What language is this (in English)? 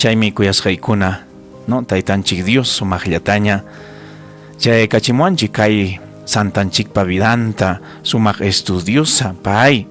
Ayacucho Quechua